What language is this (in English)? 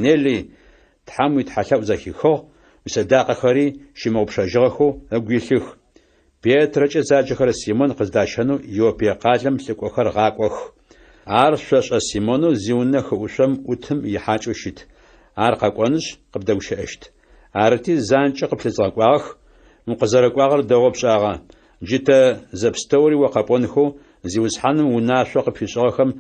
Adyghe